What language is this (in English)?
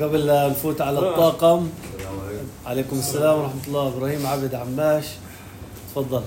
North Levantine Arabic